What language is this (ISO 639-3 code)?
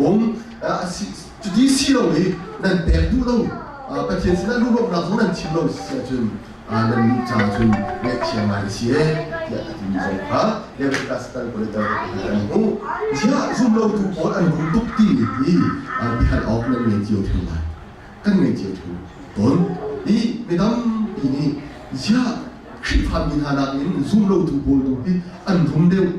cnh